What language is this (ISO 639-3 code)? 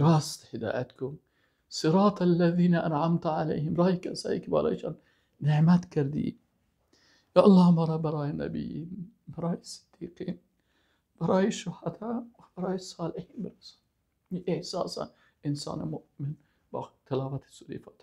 fas